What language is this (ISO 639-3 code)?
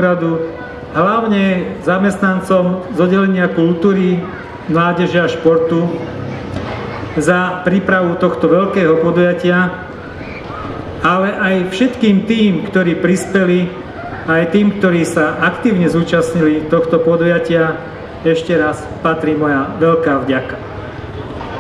slk